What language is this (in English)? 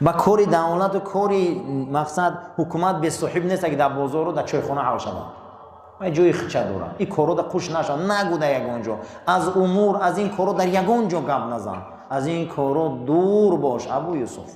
Tajik